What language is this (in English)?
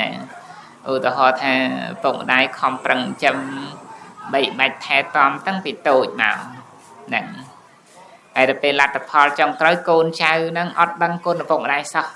Khmer